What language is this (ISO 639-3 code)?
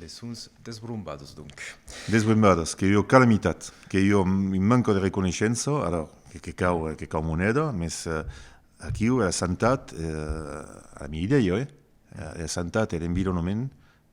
oci